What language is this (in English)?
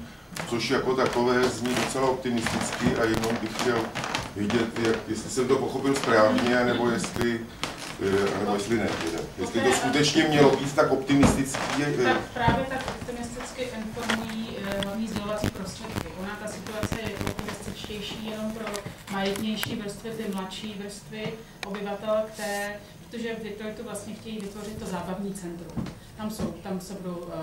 Czech